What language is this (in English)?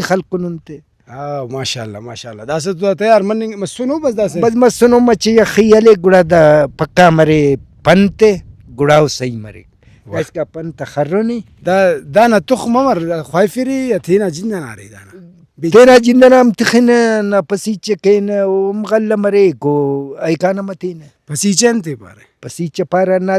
Brahui